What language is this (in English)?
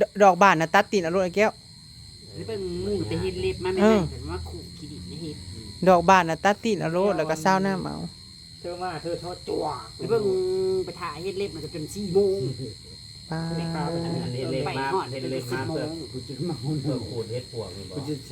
Northeastern Thai